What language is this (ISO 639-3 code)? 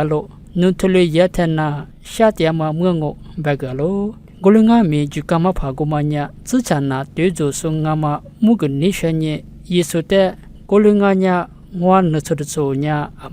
lis